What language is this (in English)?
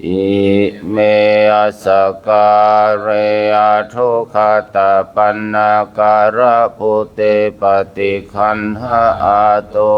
Pali